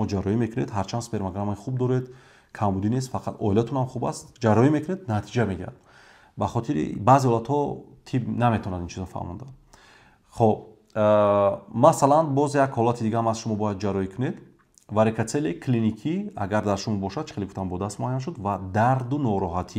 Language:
Tajik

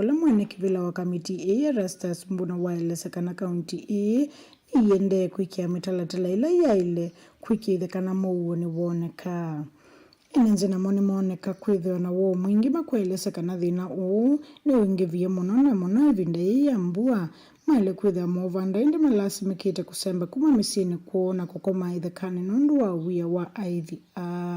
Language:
Kamba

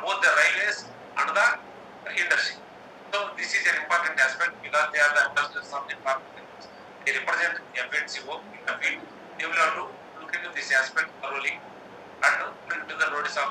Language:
English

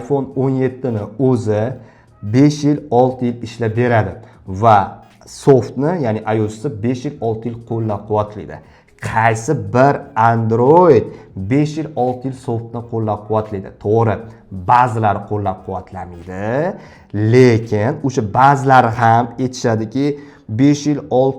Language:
Uzbek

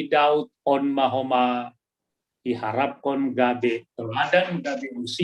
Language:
Batak Simalungun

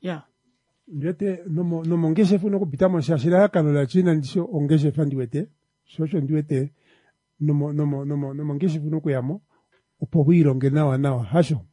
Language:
Kuanyama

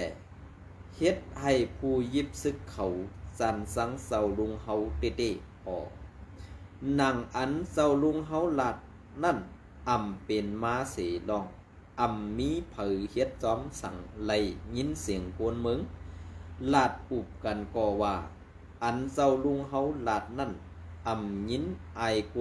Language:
Shan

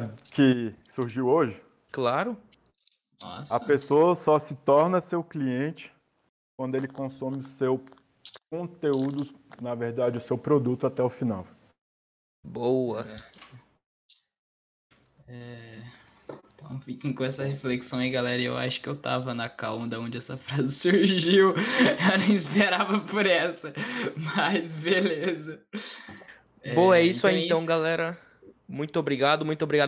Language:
Portuguese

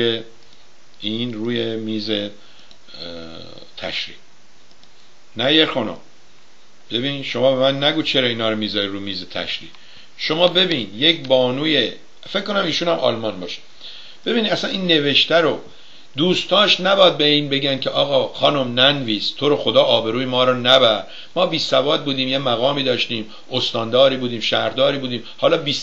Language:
Persian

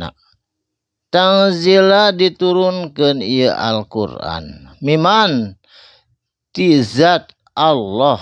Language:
Sundanese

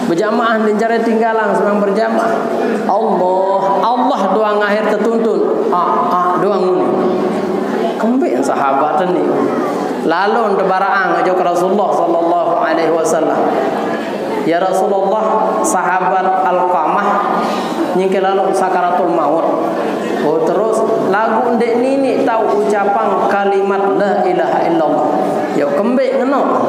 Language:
Sasak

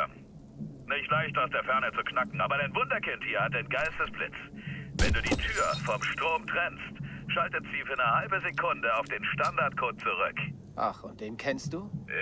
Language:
Bavarian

